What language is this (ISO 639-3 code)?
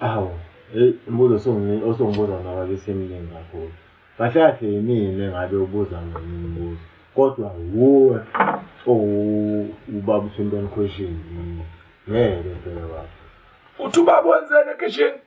zul